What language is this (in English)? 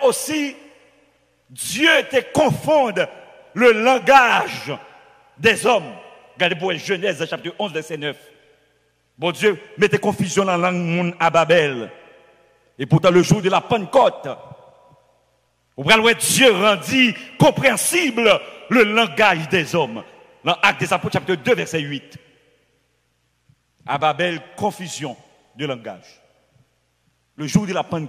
French